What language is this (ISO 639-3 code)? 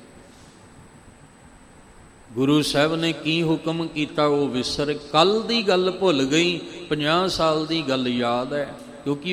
pan